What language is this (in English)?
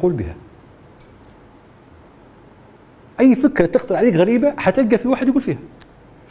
Libyan Arabic